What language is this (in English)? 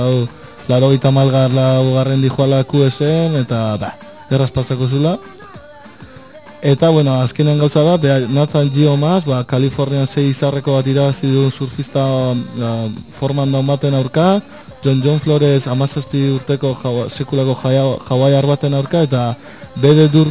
Basque